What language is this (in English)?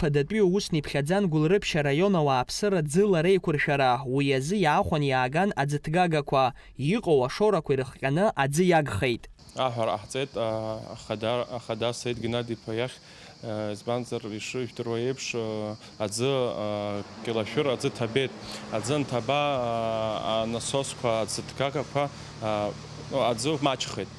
Abkhazian